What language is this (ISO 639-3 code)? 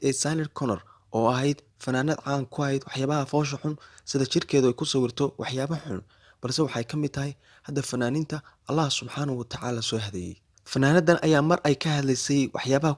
som